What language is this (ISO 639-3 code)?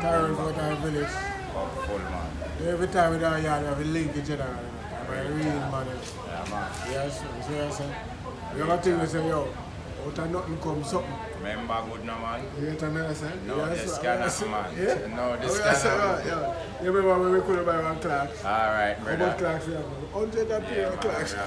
jam